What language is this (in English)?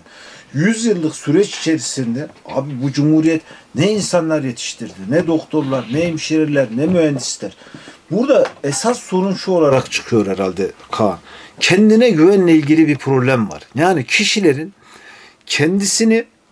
Turkish